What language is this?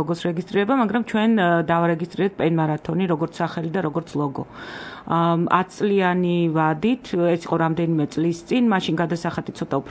Georgian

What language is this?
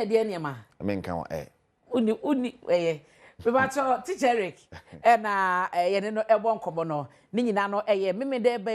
Akan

